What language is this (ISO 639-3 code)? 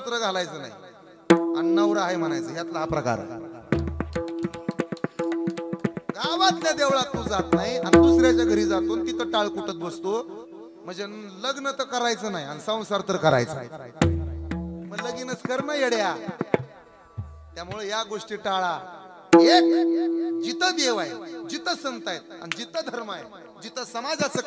mar